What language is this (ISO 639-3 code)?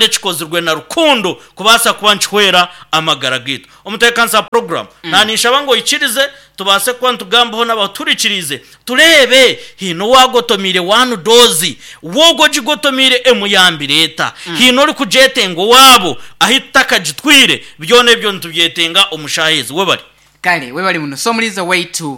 nyn